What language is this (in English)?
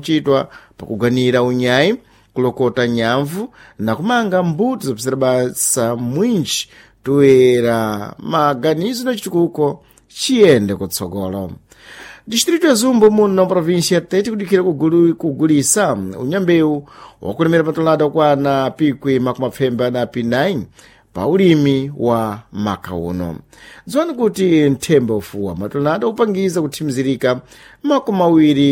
Sena